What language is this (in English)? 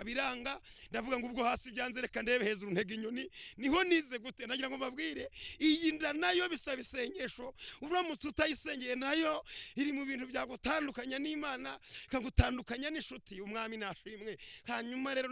Kinyarwanda